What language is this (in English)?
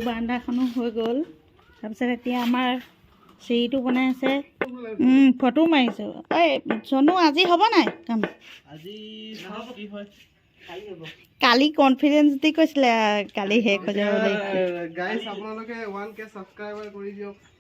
Assamese